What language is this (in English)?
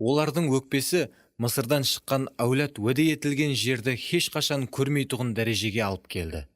Kara-Kalpak